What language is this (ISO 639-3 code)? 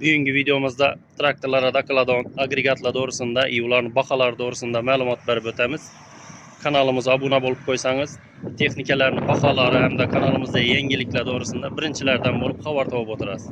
uzb